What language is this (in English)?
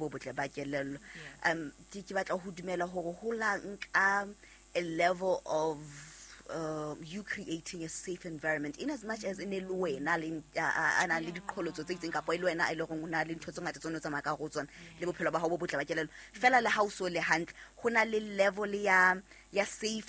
Southern Sotho